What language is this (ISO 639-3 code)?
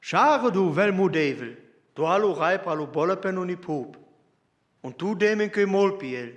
rmo